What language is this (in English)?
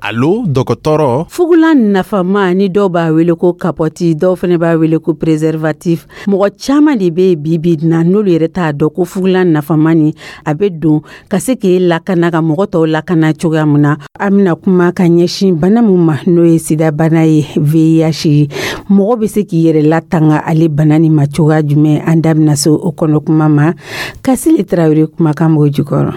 Dyula